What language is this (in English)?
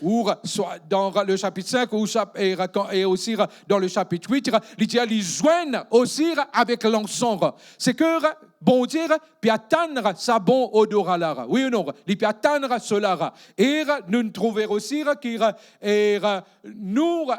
Morisyen